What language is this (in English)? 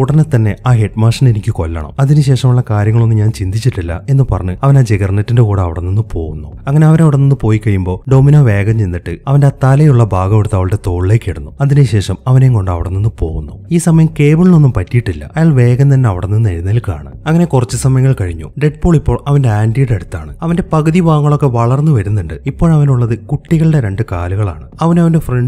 Malayalam